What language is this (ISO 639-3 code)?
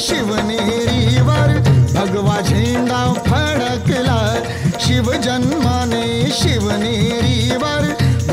mar